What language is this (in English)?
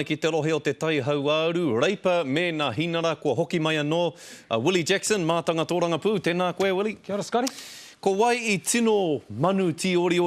Māori